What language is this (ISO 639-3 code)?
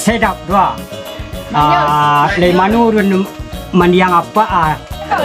min